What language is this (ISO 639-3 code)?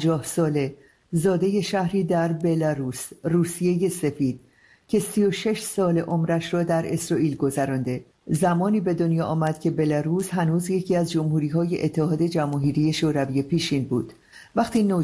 fas